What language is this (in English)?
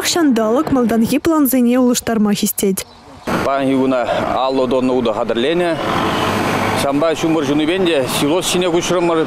Chuvash